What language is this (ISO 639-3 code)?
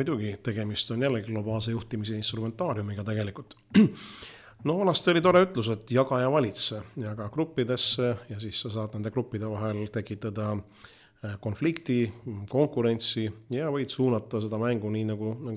est